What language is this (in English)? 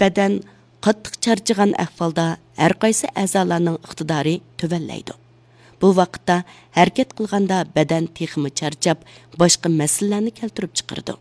Uyghur